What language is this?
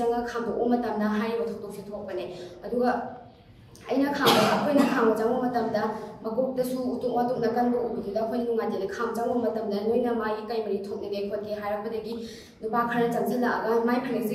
Manipuri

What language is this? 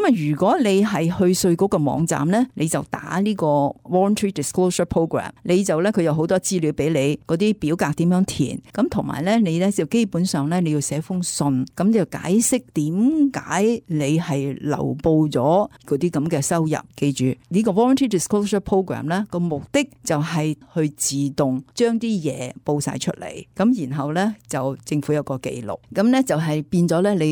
Cantonese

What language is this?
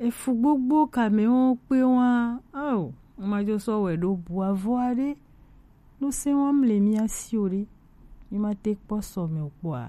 Gen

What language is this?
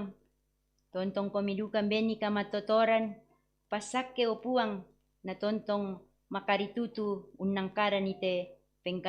Toraja-Sa'dan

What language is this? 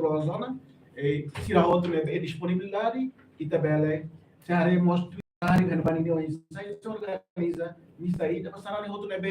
Tetum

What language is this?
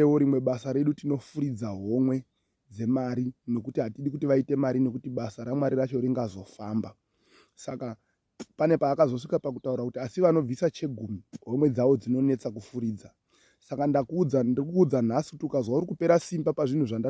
Shona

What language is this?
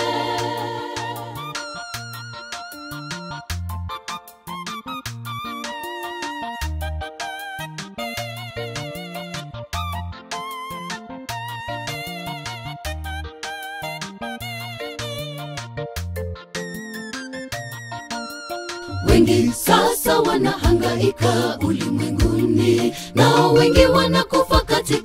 Swahili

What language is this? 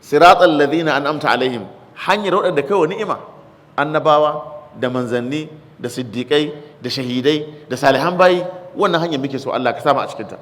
Hausa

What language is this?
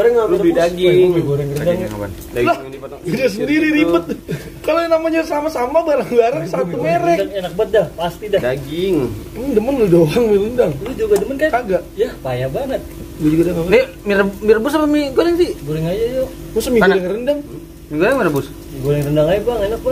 Betawi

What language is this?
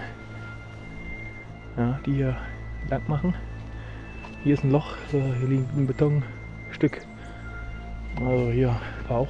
German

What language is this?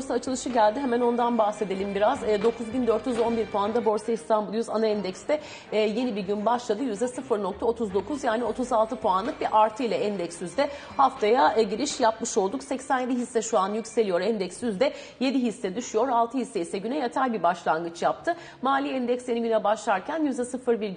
Turkish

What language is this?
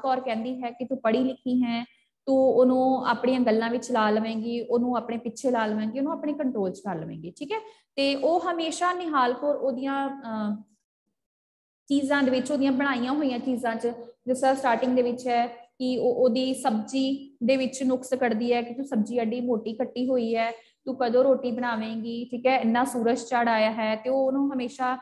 Punjabi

